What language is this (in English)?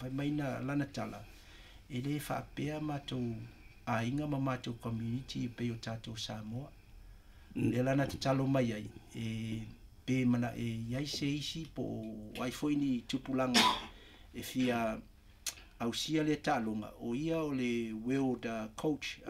Samoan